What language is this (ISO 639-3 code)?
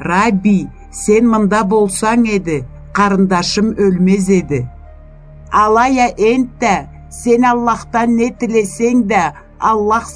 krc